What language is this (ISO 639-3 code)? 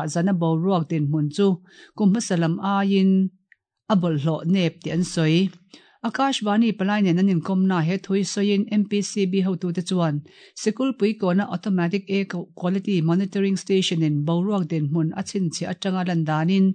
lus